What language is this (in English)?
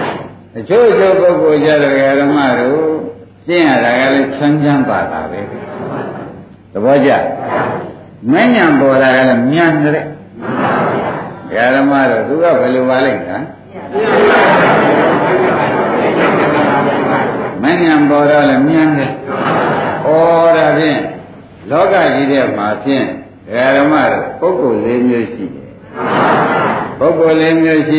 Burmese